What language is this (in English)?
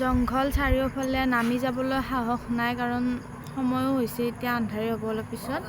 Assamese